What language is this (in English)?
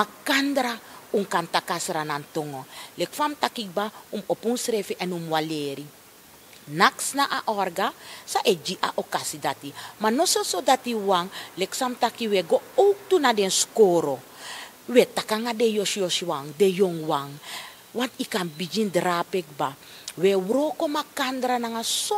Sranan Tongo